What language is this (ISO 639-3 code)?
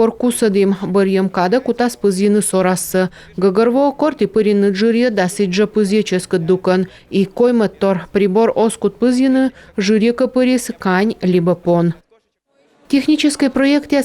kom